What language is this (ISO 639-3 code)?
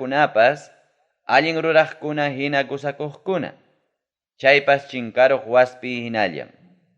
quy